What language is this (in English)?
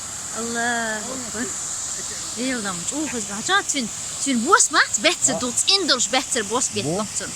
Chechen